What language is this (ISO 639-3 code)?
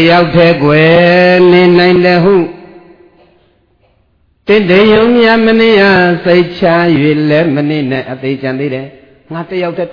mya